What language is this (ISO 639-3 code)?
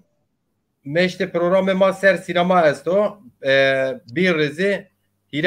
zza